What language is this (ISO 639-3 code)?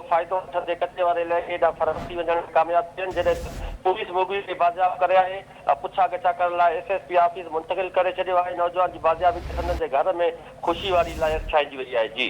snd